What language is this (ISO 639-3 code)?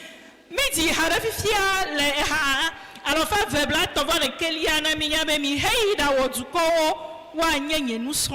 ewe